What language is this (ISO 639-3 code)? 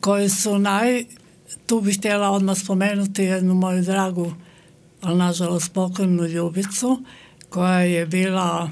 hrv